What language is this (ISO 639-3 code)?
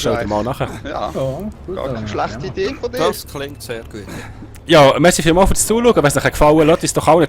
gsw